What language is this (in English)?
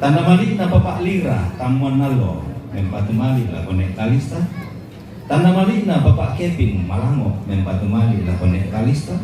Toraja-Sa'dan